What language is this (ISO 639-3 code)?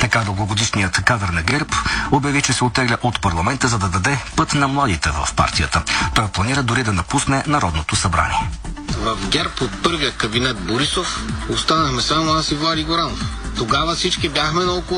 bul